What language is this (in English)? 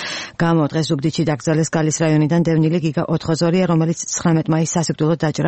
Georgian